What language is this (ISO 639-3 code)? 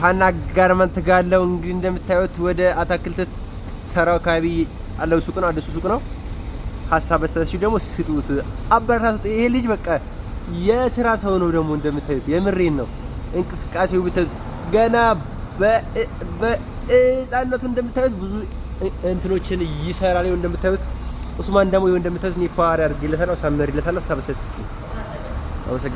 amh